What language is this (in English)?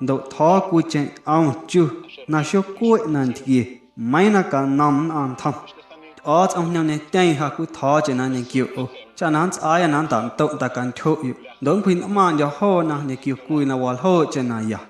Guerrero Amuzgo